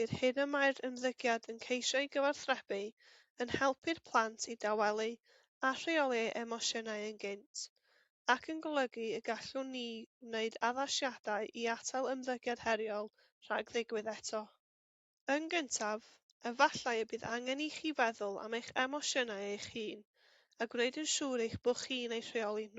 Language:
Welsh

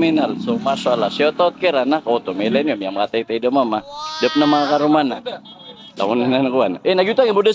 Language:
Maranao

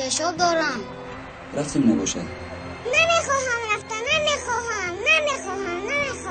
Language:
Tajik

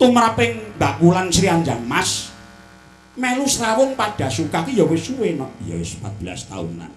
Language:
Javanese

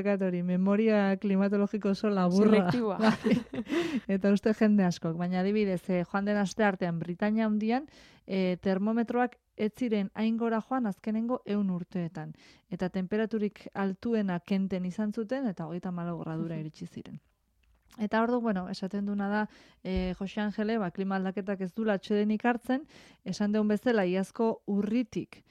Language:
Basque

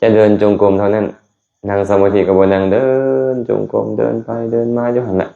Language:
Lao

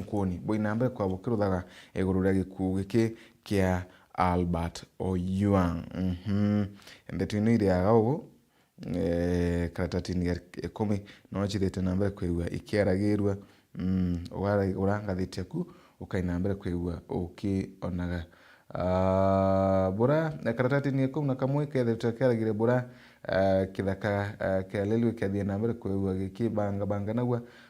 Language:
Meru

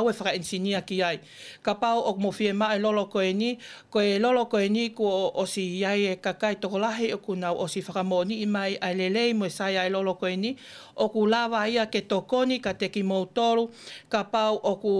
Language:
Tongan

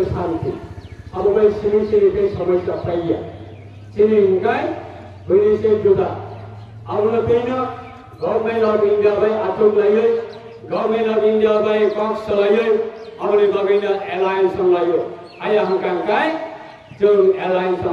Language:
Kok Borok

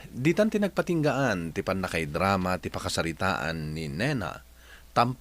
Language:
Iloko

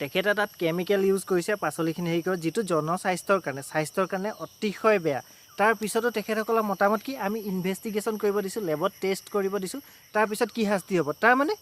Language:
Assamese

